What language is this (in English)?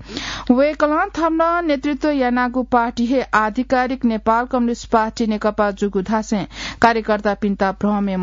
Newari